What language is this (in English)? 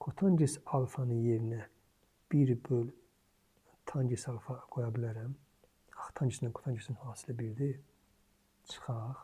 Azerbaijani